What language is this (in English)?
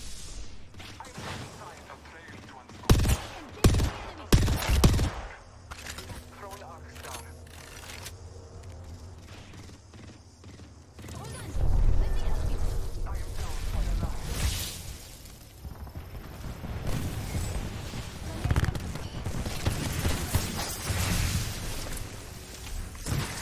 English